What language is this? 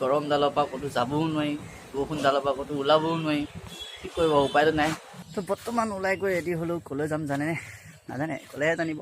Assamese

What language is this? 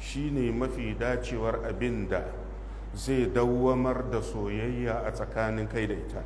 Hausa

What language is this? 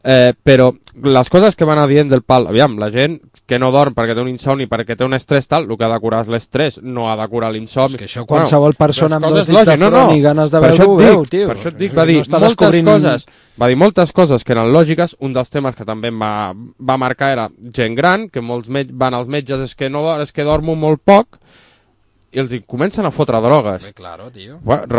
Catalan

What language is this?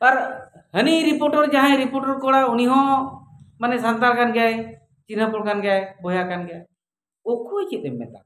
Santali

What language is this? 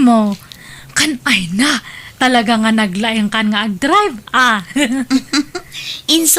Iloko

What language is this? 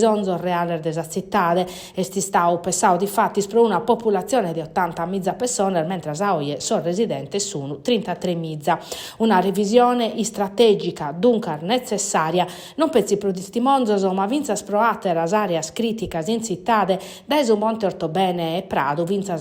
Sardinian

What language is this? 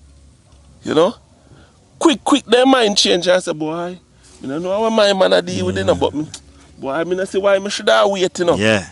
Jamaican Creole English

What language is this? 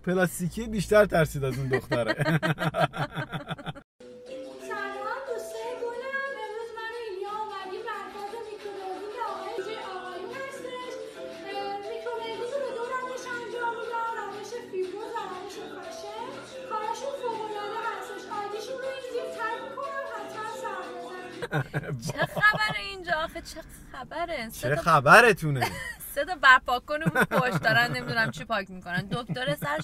Persian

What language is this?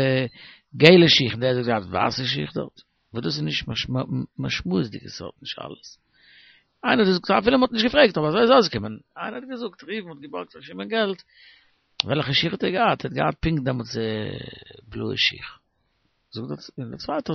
Yiddish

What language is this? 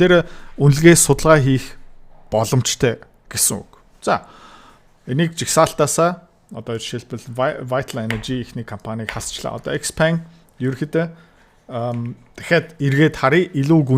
Mongolian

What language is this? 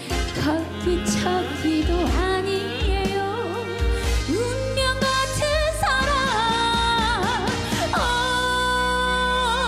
Korean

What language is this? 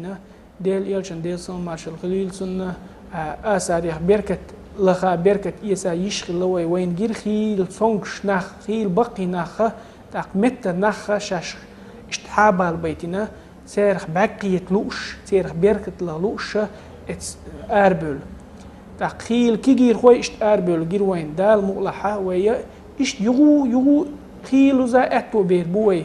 Chechen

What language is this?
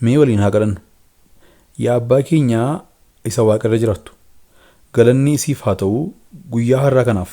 Oromo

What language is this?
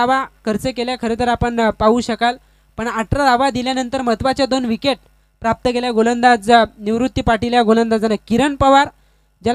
Marathi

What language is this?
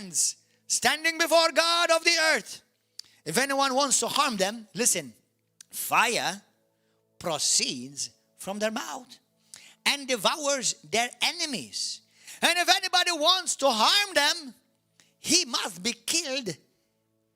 English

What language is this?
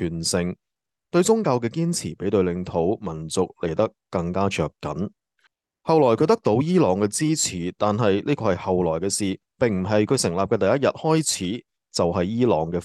Cantonese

